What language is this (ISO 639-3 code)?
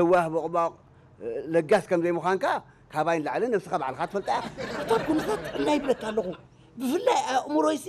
tir